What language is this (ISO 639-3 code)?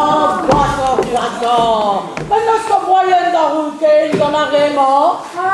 bre